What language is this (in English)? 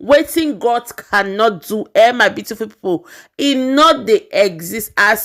Nigerian Pidgin